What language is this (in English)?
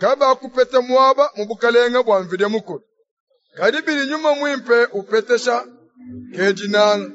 Luba-Lulua